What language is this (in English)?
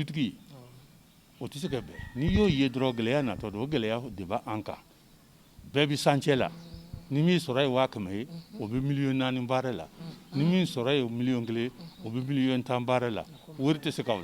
Bambara